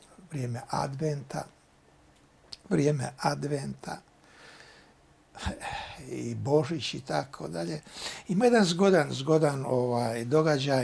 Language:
Croatian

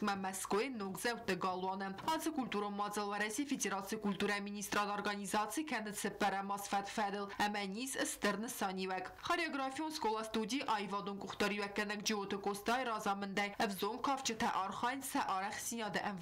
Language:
Ossetic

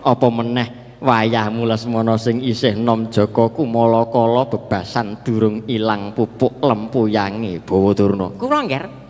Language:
Javanese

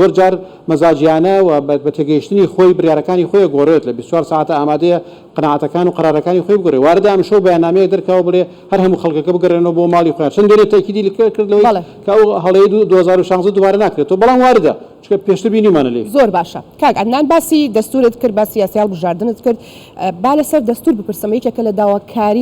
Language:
Central Kurdish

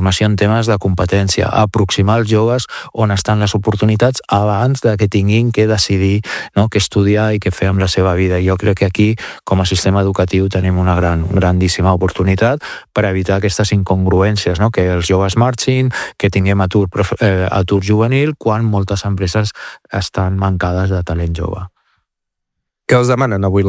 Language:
Catalan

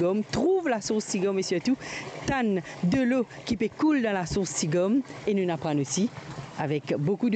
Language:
Morisyen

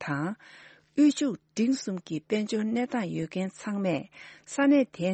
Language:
Tibetan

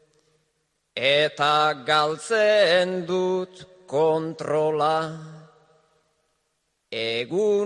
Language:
Basque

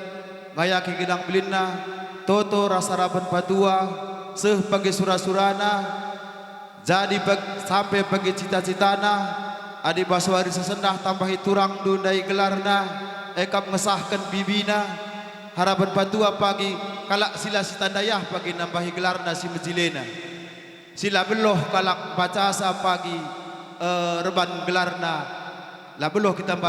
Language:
Batak Karo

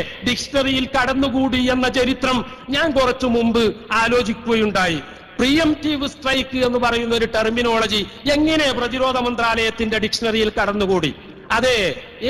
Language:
Malayalam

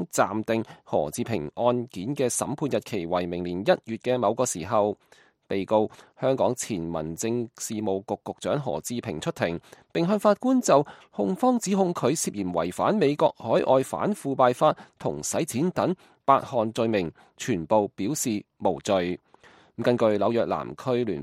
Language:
Cantonese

